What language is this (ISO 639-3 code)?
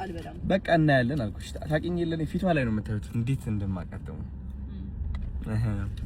amh